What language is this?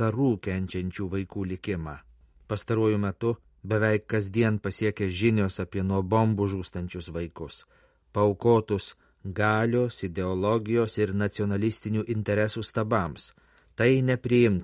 Lithuanian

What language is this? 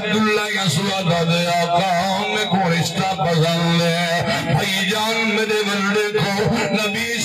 Saraiki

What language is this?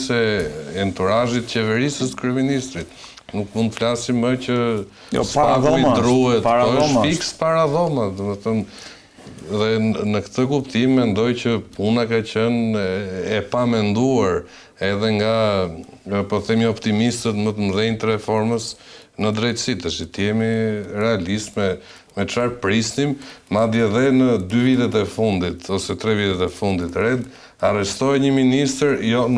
Albanian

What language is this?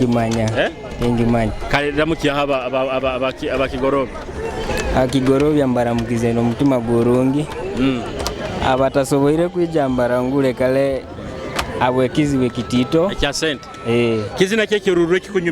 Nyoro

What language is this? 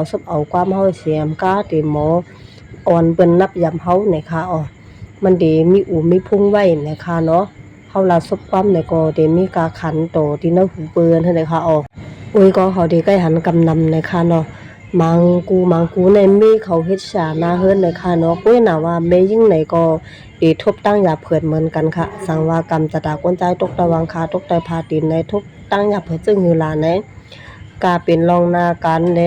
Shan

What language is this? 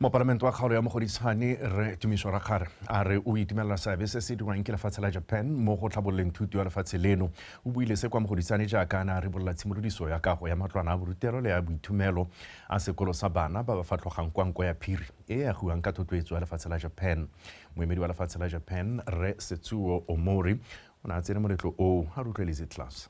Tswana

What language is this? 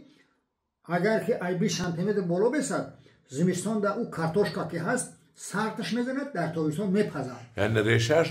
Tajik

